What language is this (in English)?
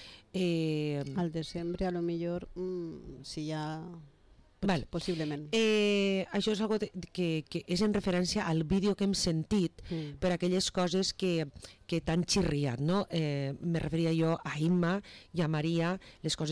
Catalan